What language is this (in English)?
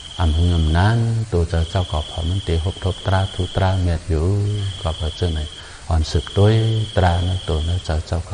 Shan